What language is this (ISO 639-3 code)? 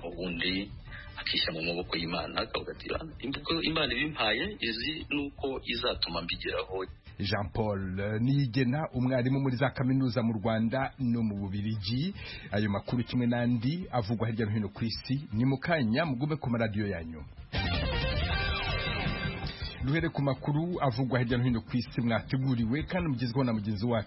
kin